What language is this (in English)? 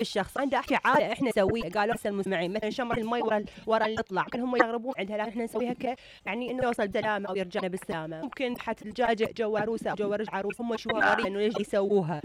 Mesopotamian Arabic